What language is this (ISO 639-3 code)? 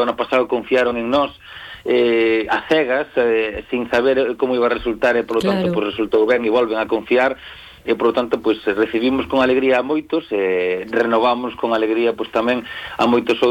glg